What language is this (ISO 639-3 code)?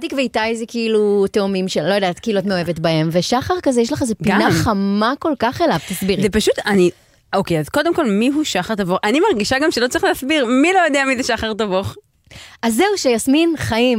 heb